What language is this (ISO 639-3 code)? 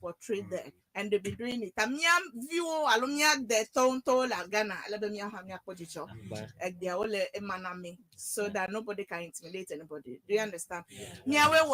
ewe